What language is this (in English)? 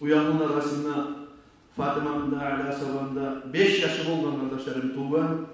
Kumyk